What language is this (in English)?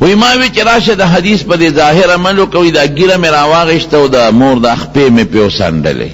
Pashto